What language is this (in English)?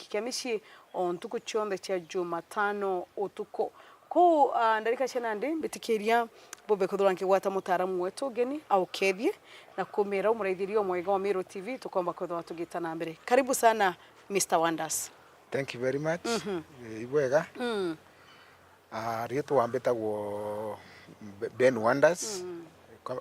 Meru